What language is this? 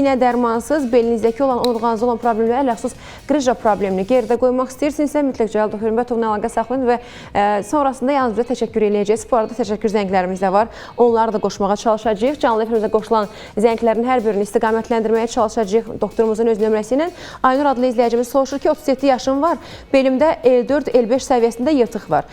Azerbaijani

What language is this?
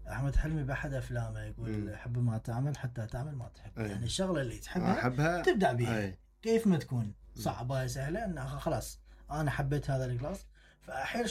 Mesopotamian Arabic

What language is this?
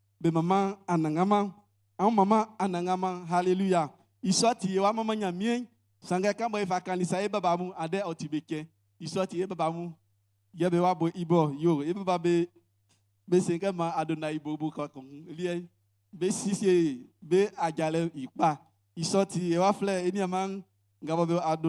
Baoulé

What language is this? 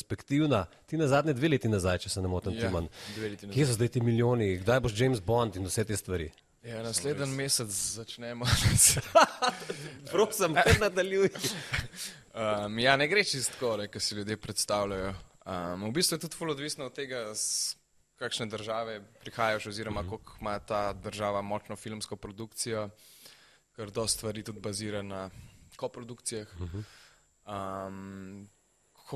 Slovenian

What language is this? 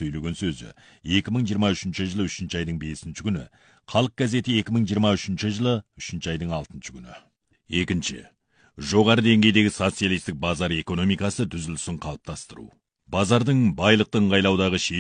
Kazakh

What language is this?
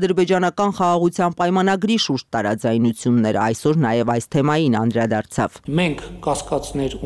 Armenian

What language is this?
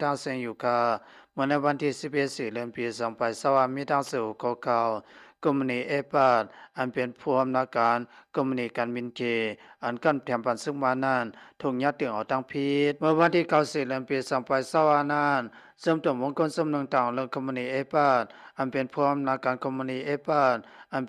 Shan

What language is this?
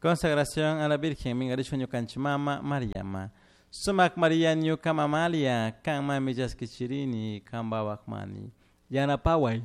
Chimborazo Highland Quichua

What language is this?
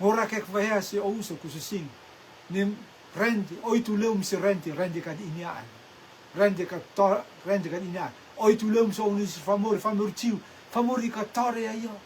Rotuman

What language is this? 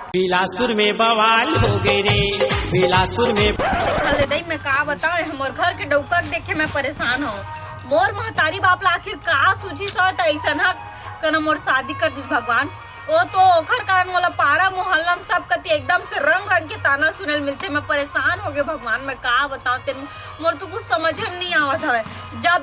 Chhattisgarhi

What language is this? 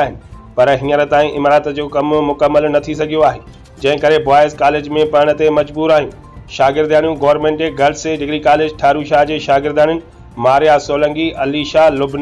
Sindhi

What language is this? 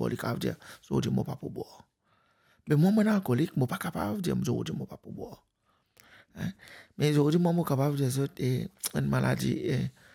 Morisyen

